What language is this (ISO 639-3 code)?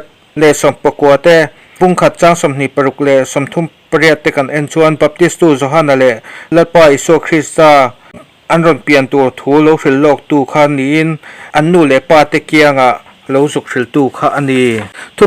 lus